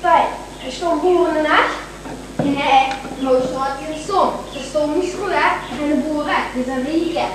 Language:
Limburgish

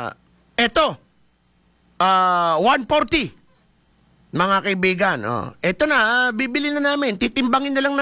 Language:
Filipino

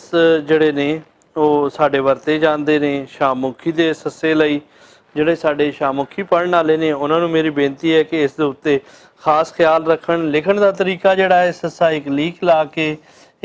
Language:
Western Panjabi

